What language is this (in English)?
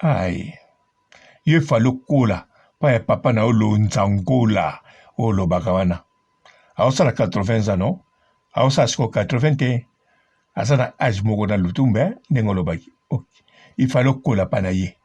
Lingala